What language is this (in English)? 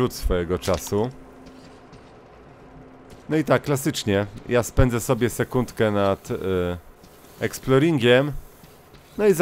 Polish